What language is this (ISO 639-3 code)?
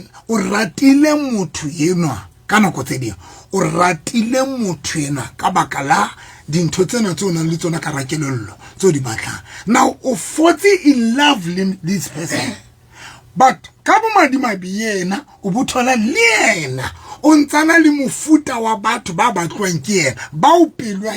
sot